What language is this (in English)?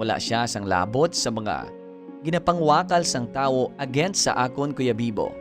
Hiligaynon